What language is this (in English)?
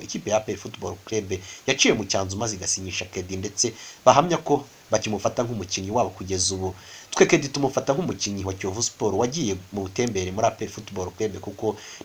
Kinyarwanda